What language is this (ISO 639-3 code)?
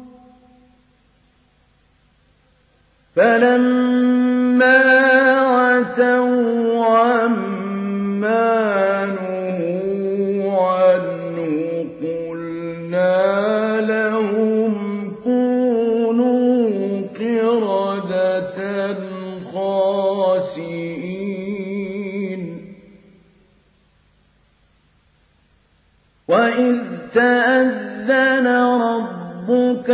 ara